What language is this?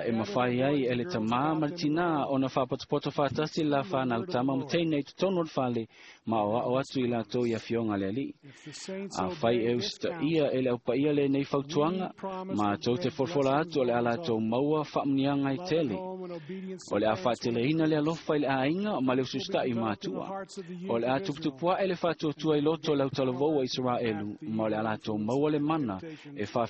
Samoan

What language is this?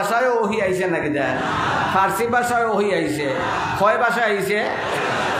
Sylheti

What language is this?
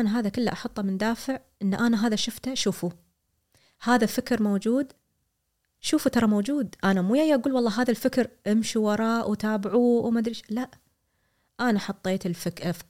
Gulf Arabic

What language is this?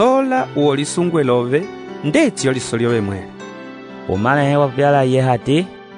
Umbundu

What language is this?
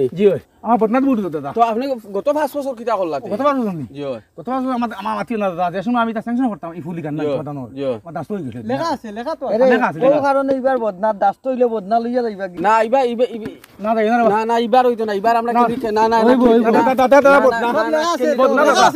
Sylheti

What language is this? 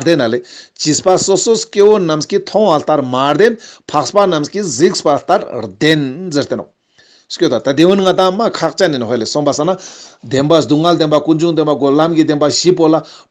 Ladakhi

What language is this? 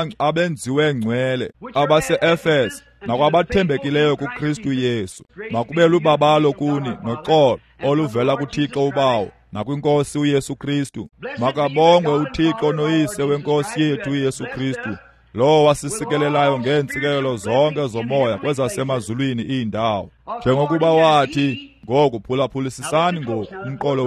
Xhosa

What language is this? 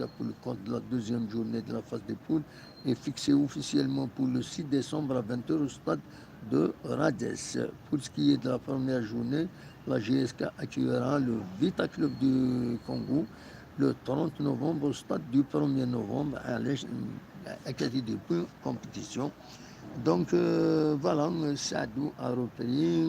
Kabyle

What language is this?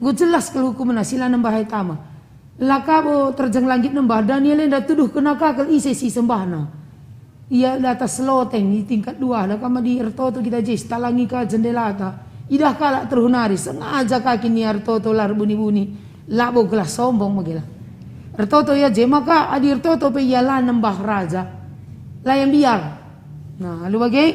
Batak Karo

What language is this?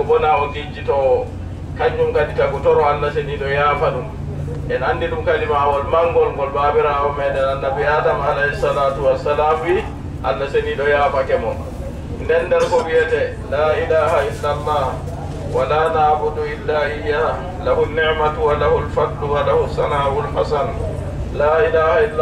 Adamawa Fulfulde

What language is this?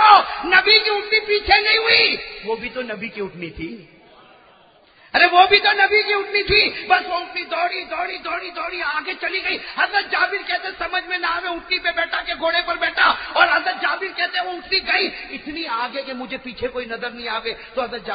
Urdu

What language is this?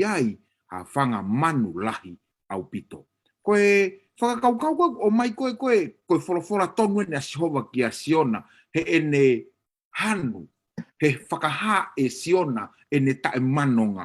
Tongan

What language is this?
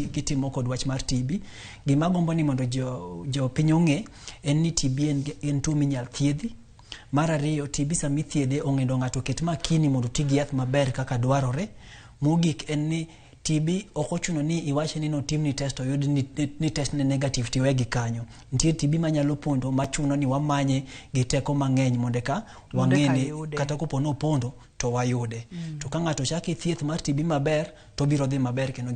Luo (Kenya and Tanzania)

